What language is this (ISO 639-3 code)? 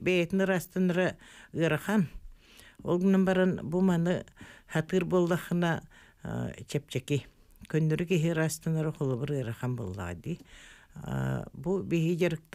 sah